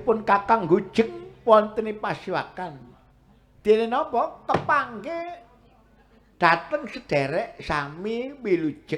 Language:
Javanese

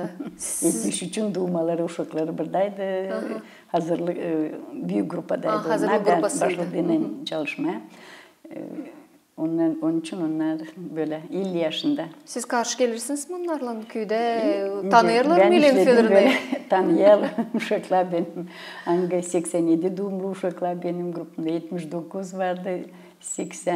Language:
Gagauz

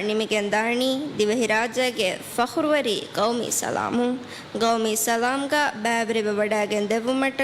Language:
Divehi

